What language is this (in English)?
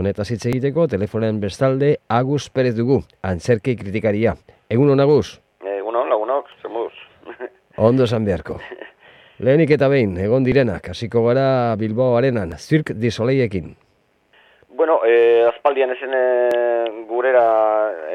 Basque